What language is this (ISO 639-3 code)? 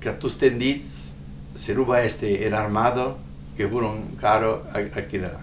oci